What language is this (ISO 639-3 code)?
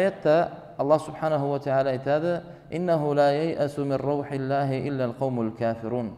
krc